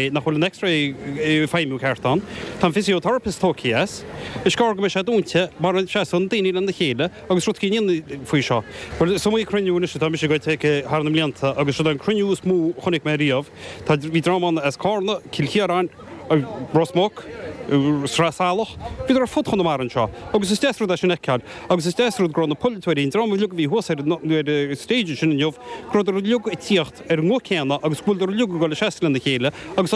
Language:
Irish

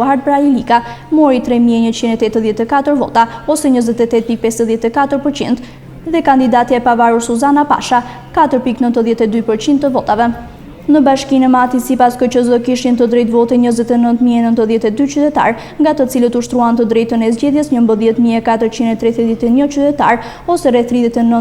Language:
Albanian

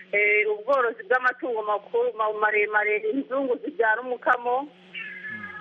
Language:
Kinyarwanda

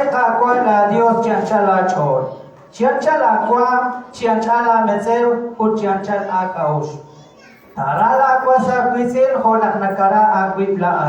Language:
Kekchí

